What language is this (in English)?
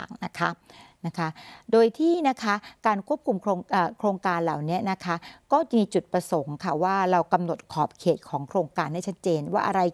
Thai